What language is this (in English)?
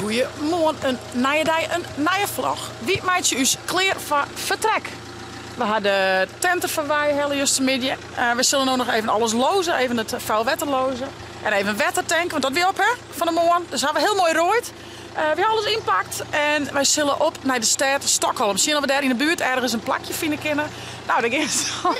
Western Frisian